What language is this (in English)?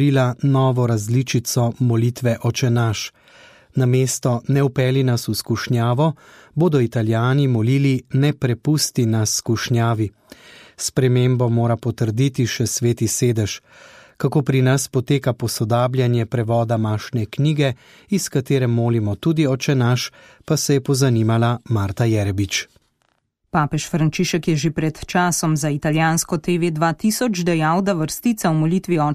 Slovenian